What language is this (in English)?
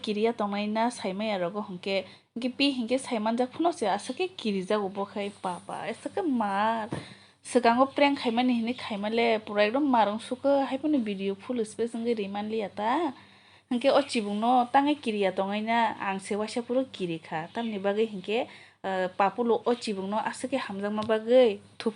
Kok Borok